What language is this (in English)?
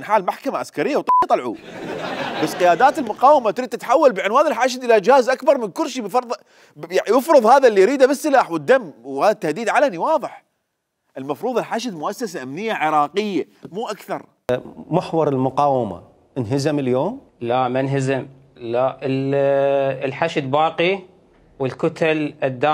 Mesopotamian Arabic